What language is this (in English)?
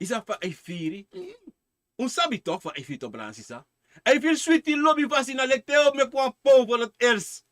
Sranan Tongo